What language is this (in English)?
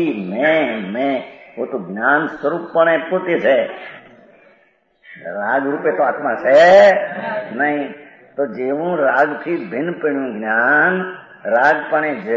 Gujarati